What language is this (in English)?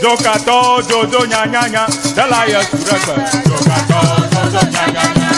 Ewe